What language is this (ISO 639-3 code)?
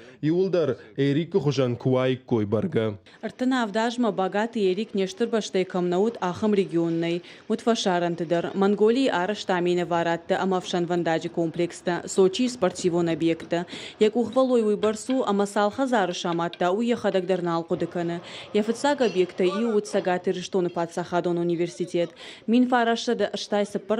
oss